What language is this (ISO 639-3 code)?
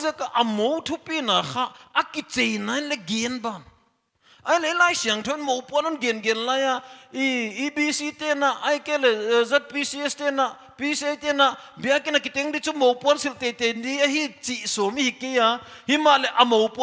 pck